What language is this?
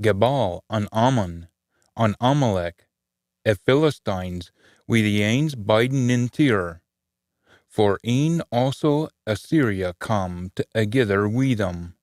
Scots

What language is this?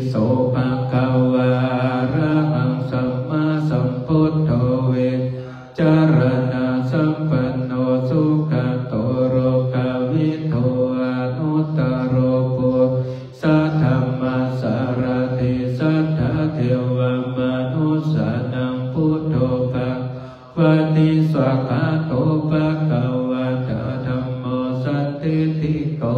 Pali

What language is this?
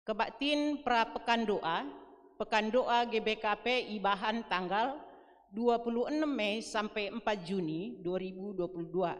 Batak Karo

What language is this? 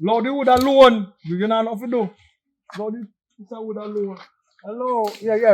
Jamaican Creole English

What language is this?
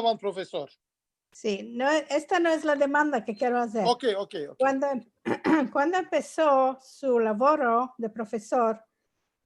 Ladino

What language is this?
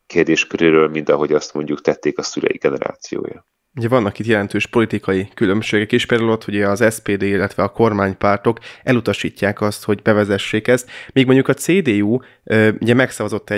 Hungarian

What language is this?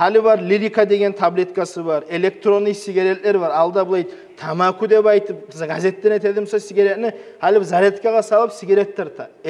Kumyk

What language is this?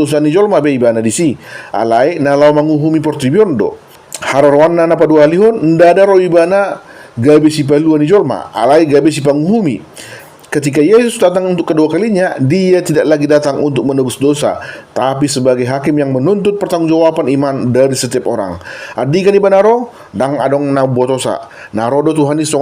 Batak Toba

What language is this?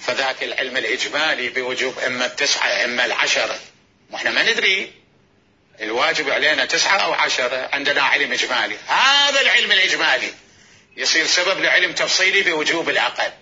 Mesopotamian Arabic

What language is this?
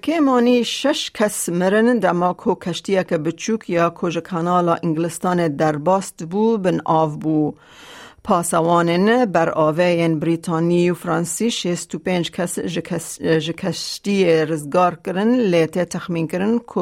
Kurdish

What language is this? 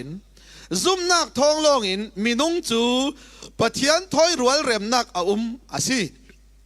Falam Chin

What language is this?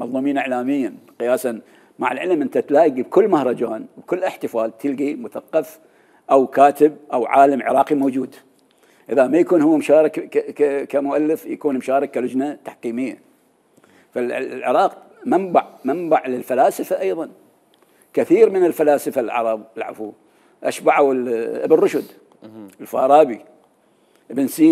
Mesopotamian Arabic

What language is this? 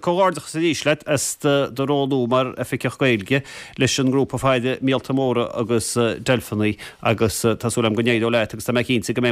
Irish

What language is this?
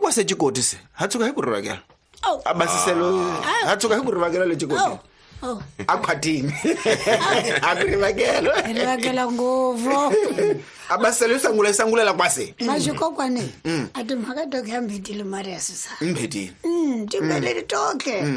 Tsonga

